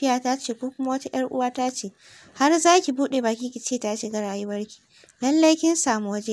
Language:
Hausa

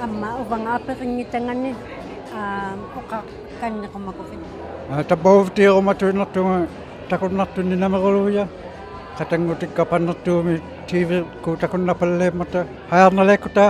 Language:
Inuktitut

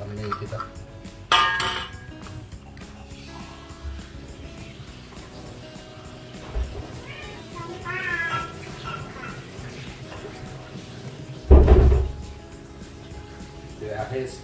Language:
Malay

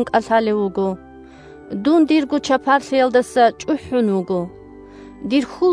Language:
Avaric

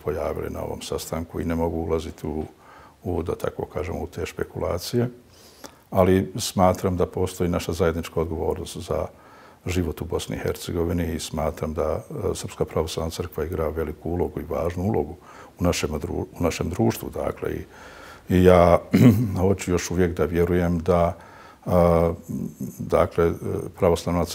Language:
Bosnian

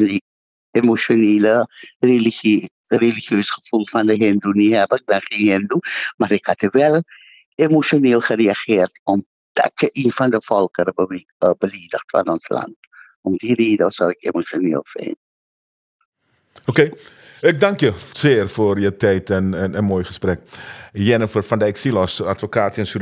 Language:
Dutch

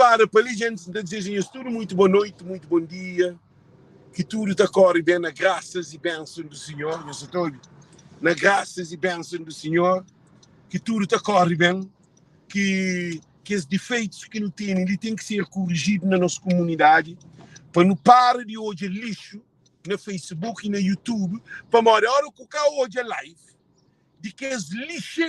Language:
Kabuverdianu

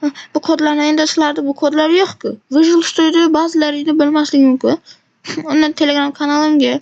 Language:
Uzbek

